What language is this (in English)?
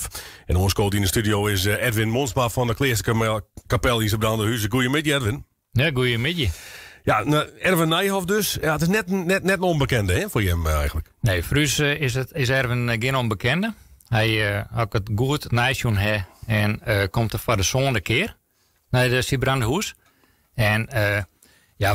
Western Frisian